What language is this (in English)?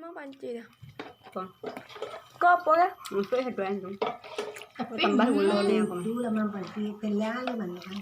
Minangkabau